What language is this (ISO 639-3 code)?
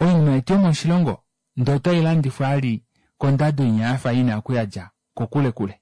kua